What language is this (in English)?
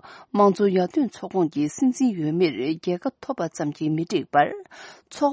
Tibetan